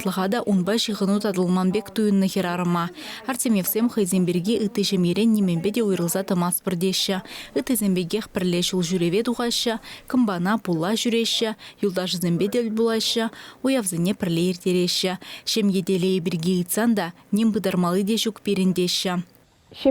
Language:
Chuvash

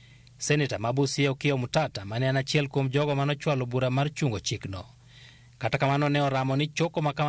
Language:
Luo (Kenya and Tanzania)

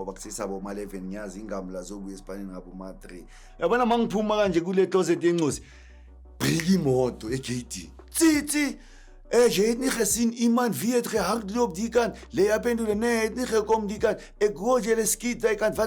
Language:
Zulu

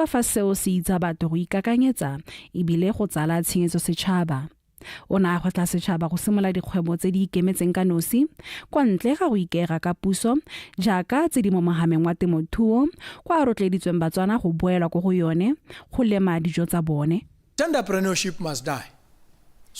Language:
Tswana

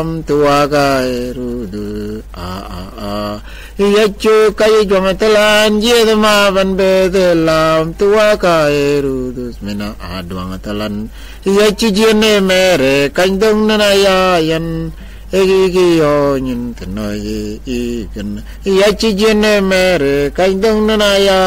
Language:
Mabaan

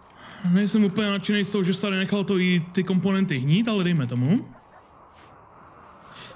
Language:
Czech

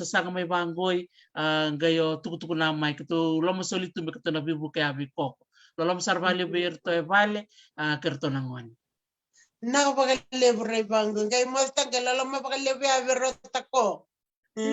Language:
Fijian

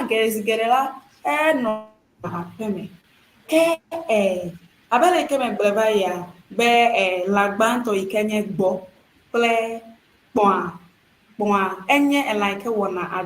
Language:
Ewe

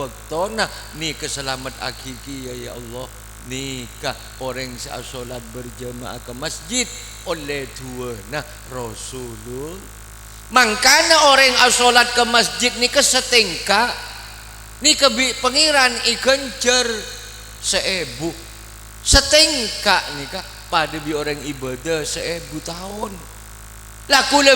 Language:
Madurese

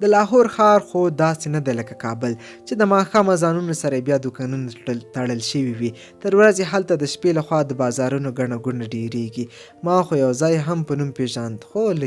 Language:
Pashto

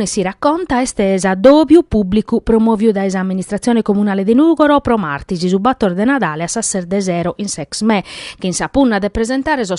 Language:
Sardinian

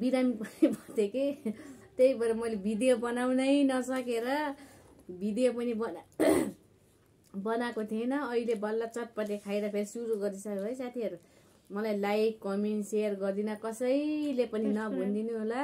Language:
Nepali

